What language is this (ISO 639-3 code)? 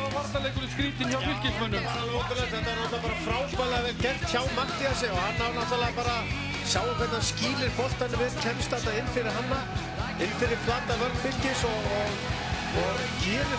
isl